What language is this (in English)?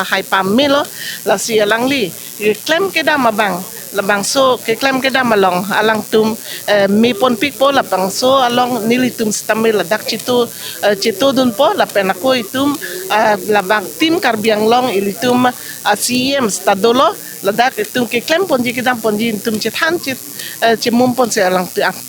Karbi